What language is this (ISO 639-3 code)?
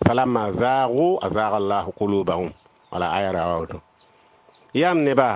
mos